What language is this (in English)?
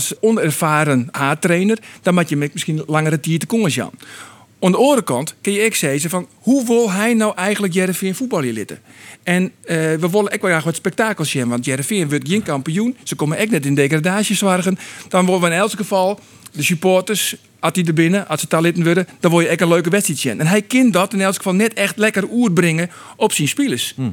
Western Frisian